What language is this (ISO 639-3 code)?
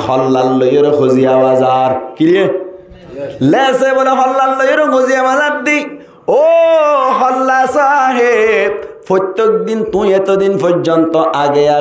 rhg